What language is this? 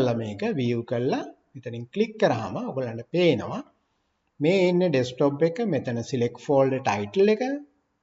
Sinhala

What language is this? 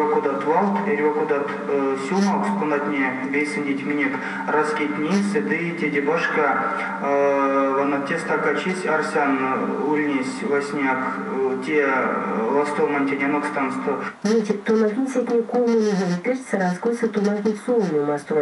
Erzya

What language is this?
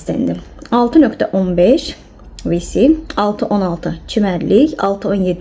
Azerbaijani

